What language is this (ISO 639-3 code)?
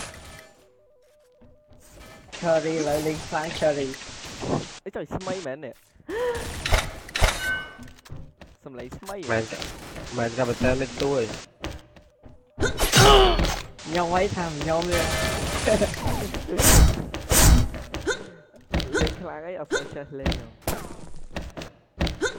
vie